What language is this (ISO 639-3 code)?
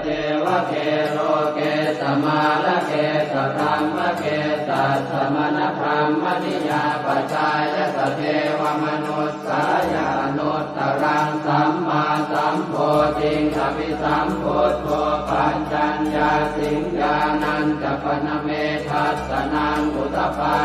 pli